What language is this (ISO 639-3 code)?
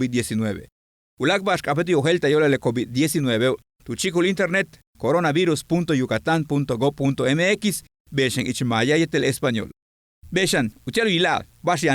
yua